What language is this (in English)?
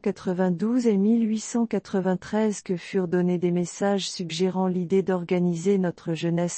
French